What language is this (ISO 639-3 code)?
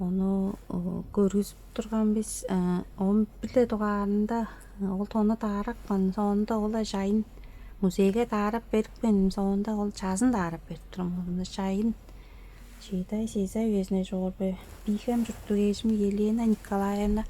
tyv